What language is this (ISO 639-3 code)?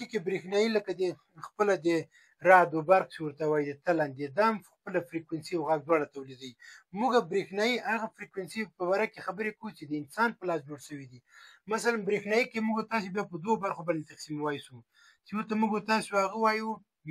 pus